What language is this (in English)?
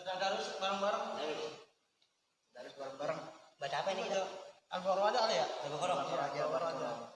Betawi